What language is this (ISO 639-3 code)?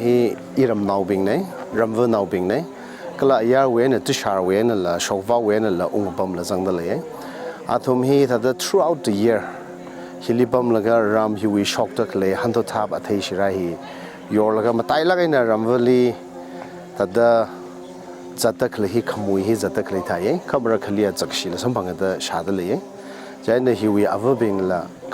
nmf